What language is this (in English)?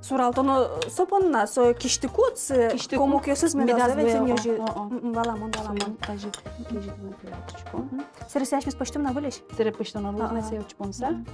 Udmurt